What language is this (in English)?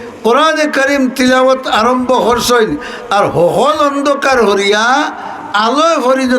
Sylheti